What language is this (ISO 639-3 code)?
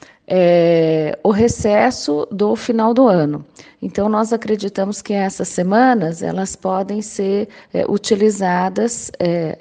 por